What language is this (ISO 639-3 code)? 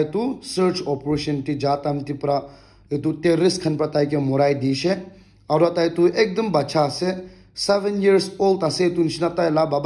nag